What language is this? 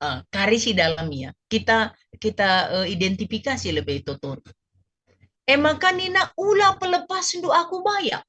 Batak Karo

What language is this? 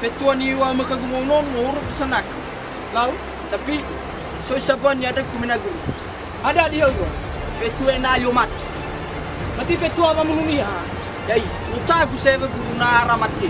Nias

